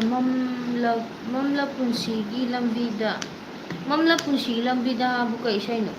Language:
Manipuri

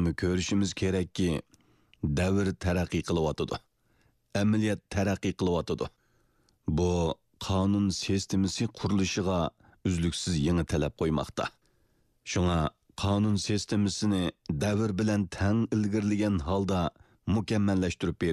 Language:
Uyghur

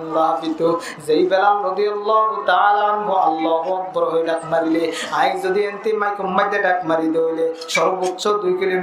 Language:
Rohingya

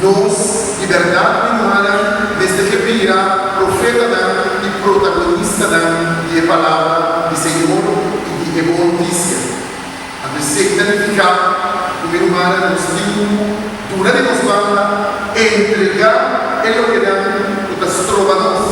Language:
Papiamento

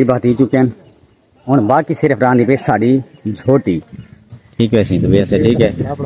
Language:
Saraiki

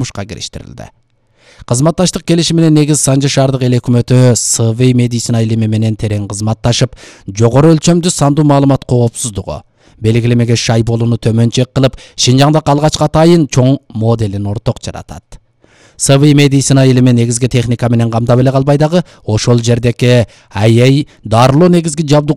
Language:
Kyrgyz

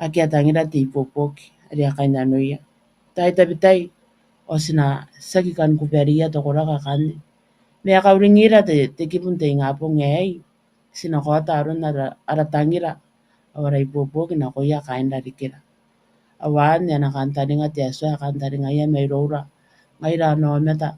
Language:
Gilbertese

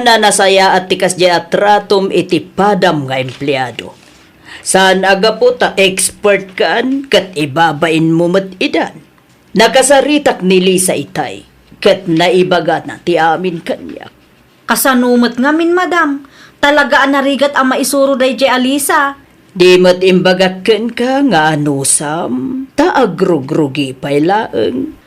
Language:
Iloko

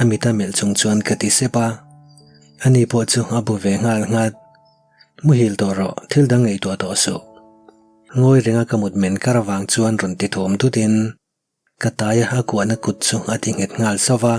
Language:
Mizo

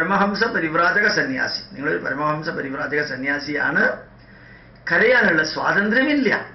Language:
Malayalam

